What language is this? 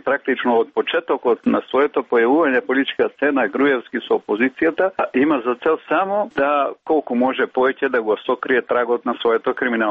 Macedonian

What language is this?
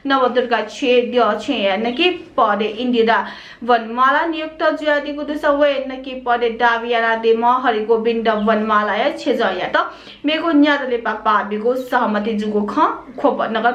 Newari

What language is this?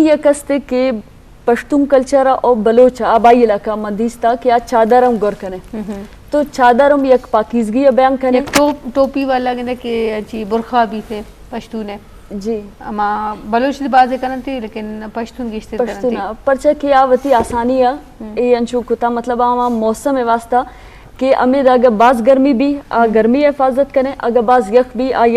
Eastern Balochi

